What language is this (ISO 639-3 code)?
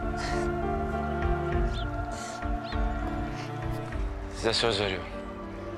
tur